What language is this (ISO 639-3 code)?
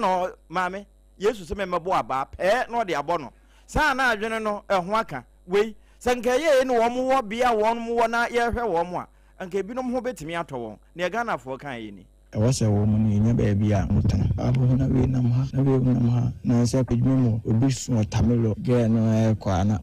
aka